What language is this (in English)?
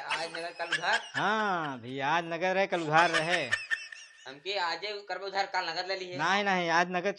Awadhi